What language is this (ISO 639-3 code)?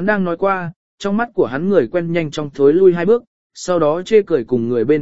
vie